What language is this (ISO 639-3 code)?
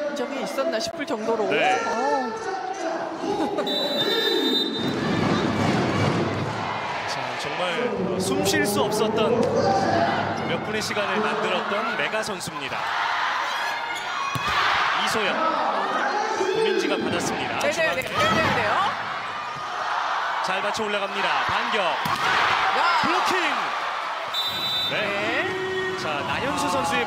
kor